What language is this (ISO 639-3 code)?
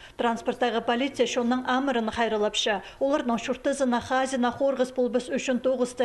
kjh